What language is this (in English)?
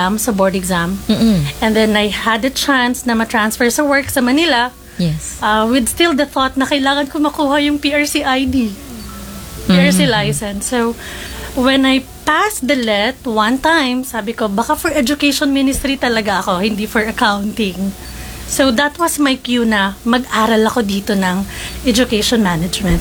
Filipino